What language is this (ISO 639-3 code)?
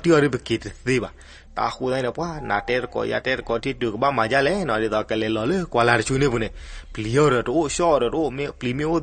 ksw